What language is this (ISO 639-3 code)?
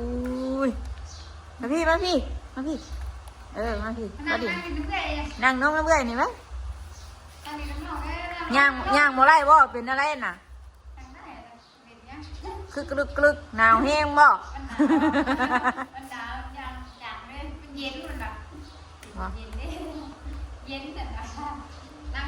tts